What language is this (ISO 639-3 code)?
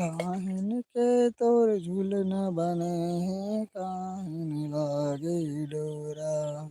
hne